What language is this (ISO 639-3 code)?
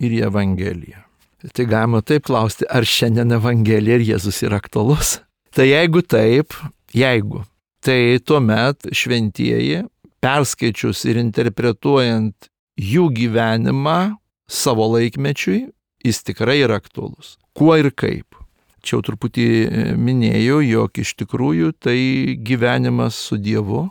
lit